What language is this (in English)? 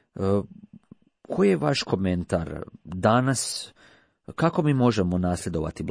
Croatian